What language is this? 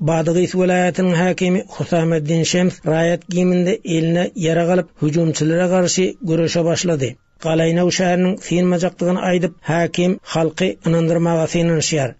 Turkmen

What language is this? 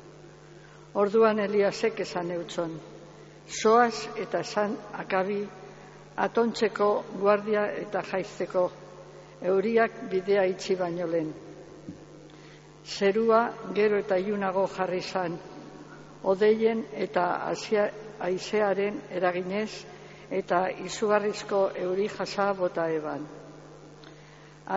Basque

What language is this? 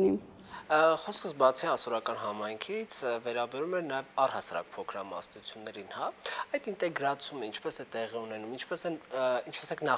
Armenian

